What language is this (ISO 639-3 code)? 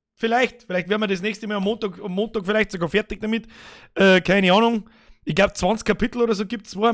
bar